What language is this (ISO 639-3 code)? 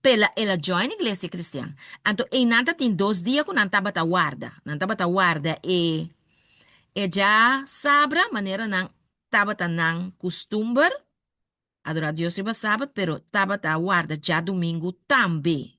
pap